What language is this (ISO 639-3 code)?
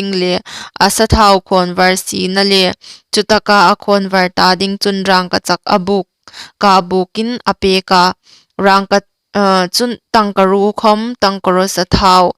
hmr